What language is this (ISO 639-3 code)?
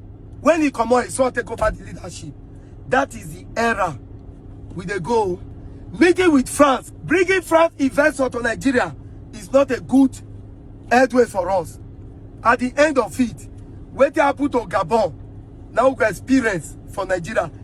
pcm